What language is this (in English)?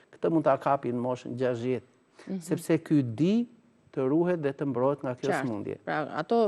Albanian